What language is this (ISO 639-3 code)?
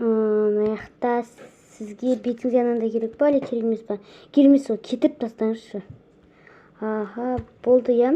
kaz